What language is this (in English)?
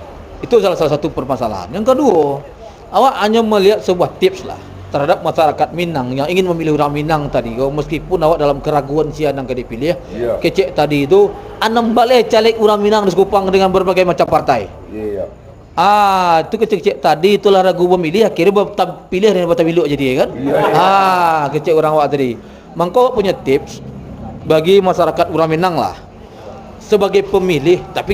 Minangkabau